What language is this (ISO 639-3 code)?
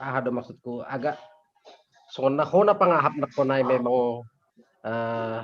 bts